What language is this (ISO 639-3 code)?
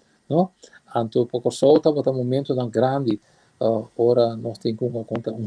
pap